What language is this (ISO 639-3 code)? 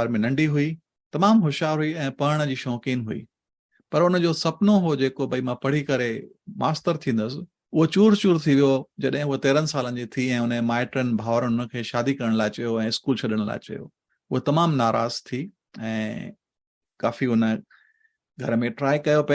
snd